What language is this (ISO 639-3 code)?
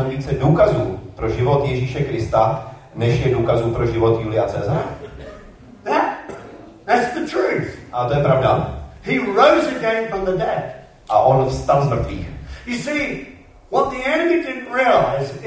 ces